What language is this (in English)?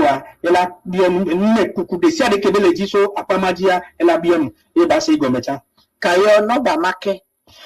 Ewe